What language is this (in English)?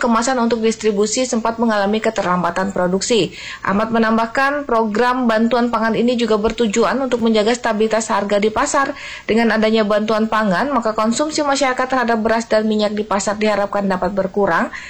Indonesian